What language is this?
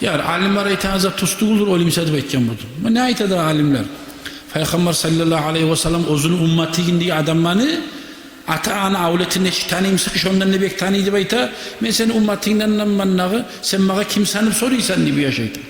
Kumyk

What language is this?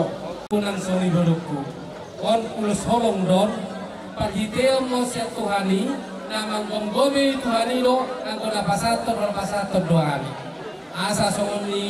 Batak Toba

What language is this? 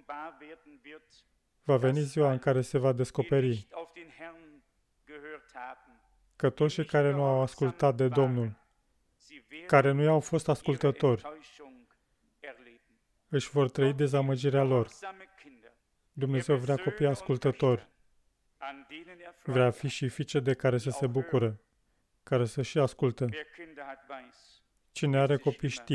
Romanian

